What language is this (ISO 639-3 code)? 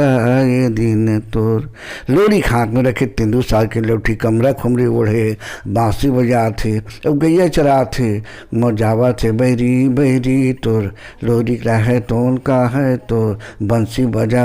hne